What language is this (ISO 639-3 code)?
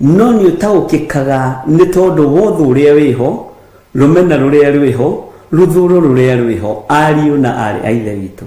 kik